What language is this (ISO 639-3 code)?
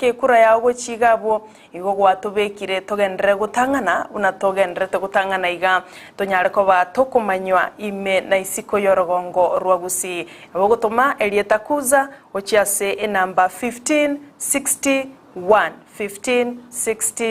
guz